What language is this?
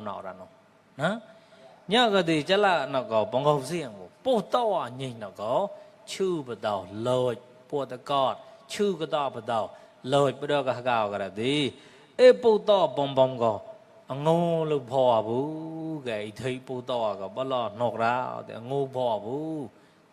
Mon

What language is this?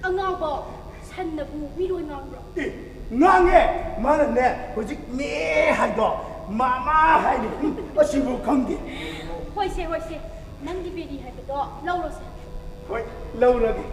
Manipuri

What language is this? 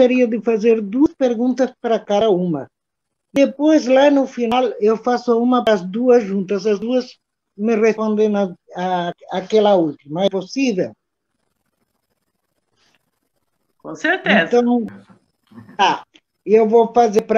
Portuguese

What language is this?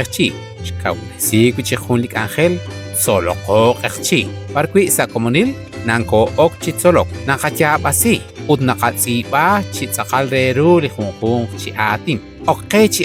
Kekchí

